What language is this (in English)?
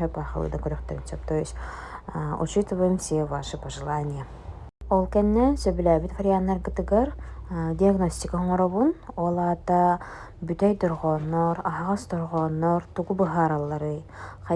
Yakut